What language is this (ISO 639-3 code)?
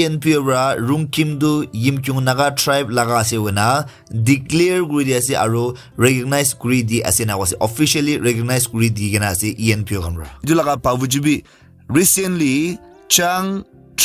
nag